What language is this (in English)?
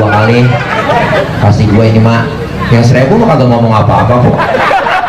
Betawi